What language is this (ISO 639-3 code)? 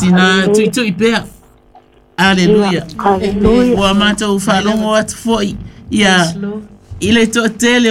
smo